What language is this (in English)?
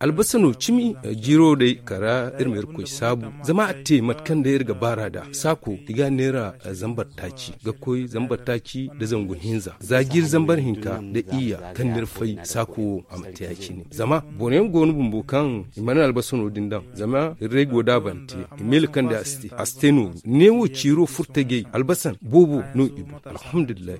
Zarma